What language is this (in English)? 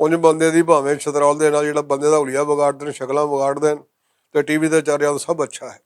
Western Panjabi